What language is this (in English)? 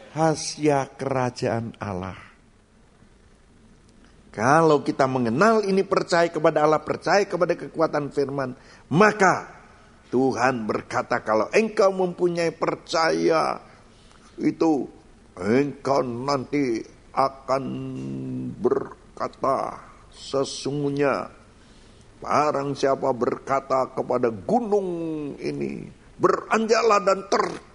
Indonesian